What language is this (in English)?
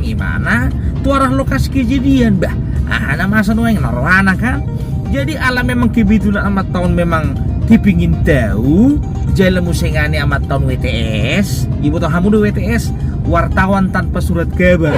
Batak Toba